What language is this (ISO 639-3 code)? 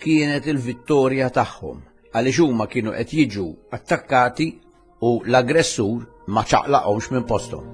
mlt